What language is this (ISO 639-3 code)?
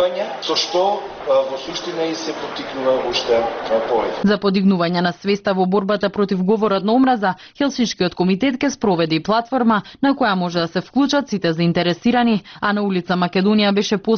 mkd